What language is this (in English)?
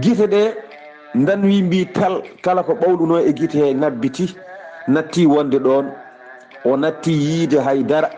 Fula